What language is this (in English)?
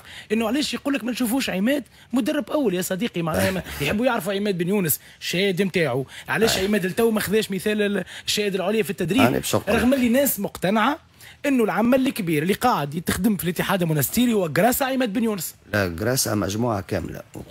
Tunisian Arabic